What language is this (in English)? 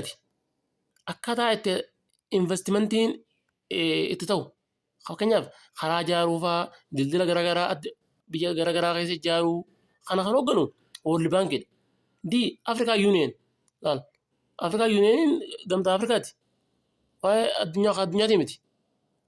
Oromo